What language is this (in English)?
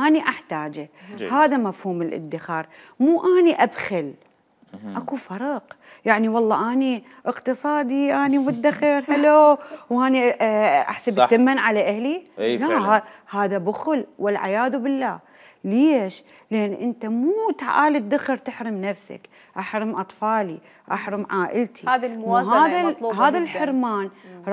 Mesopotamian Arabic